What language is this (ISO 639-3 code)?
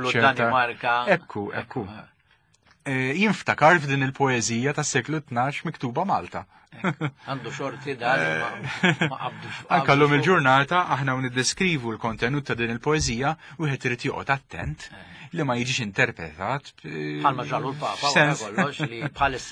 mlt